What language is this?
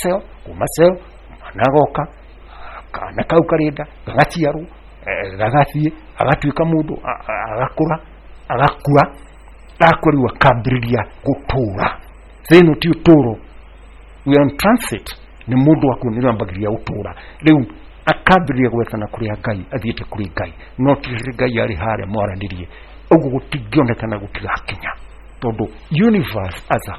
Kikuyu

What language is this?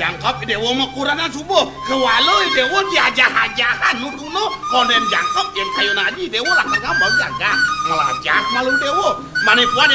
Balinese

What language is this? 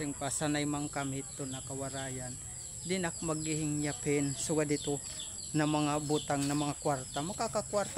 Waray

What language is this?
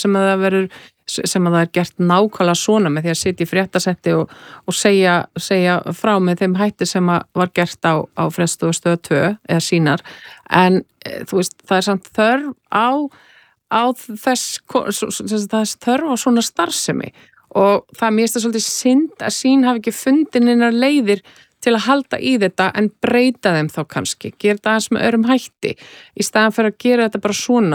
Icelandic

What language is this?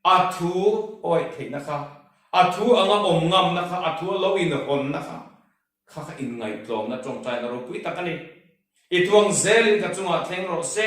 Mizo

